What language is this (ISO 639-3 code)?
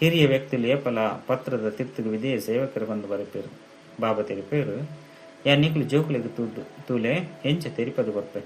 tcy